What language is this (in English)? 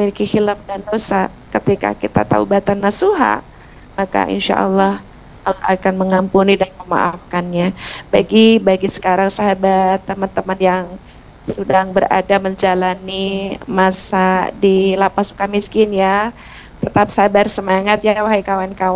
Indonesian